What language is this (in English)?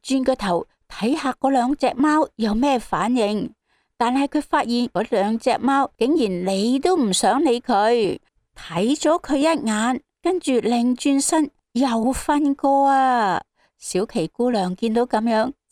Cantonese